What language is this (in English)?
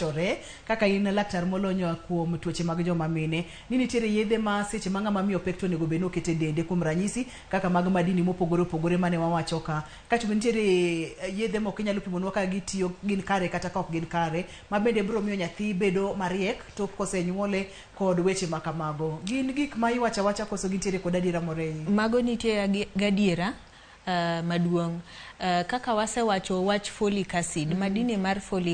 Luo (Kenya and Tanzania)